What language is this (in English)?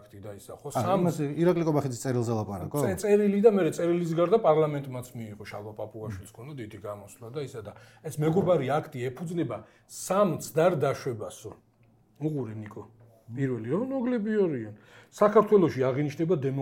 Georgian